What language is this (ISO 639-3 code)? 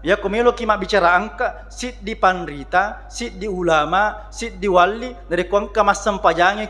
bug